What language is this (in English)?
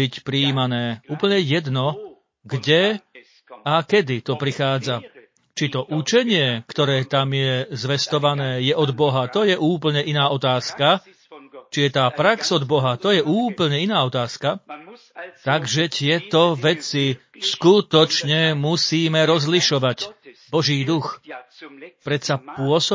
Slovak